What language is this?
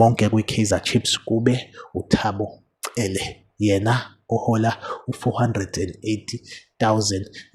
Zulu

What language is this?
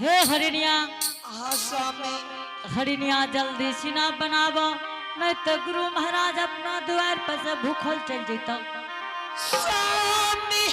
Angika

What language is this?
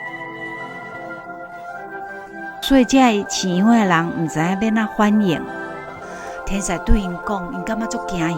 Min Nan Chinese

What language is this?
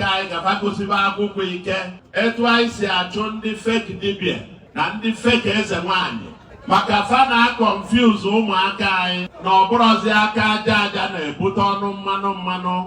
Igbo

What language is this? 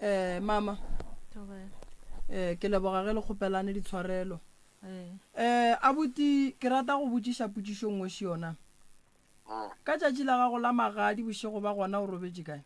Northern Sotho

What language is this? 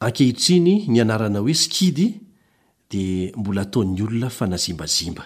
Malagasy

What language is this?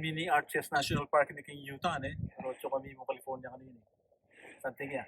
Pampanga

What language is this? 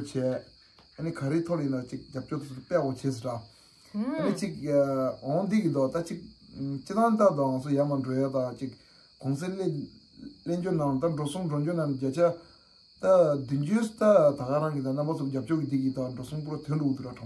Tibetan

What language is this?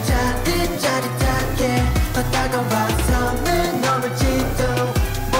Korean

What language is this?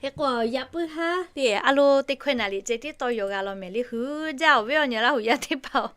Lahu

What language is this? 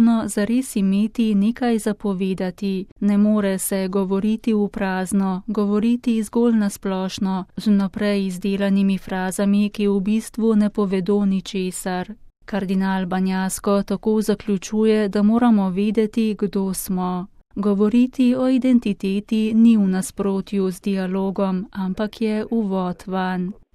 Slovenian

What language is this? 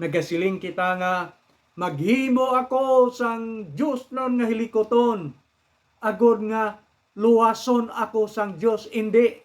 Hiligaynon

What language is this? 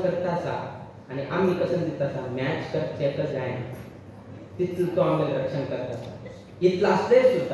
Konkani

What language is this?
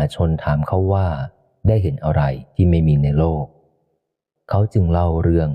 Thai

